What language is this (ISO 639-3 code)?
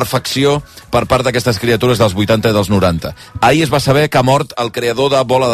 cat